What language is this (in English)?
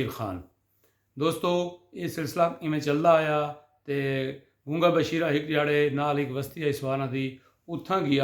Saraiki